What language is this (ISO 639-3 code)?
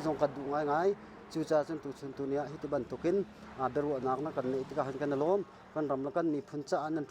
cnh